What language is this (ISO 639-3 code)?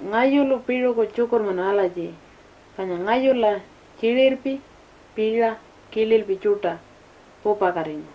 pjt